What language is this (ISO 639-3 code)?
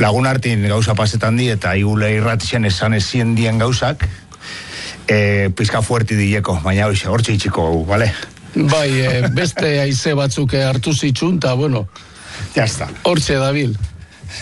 eus